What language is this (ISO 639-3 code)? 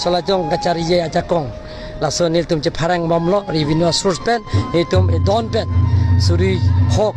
mjw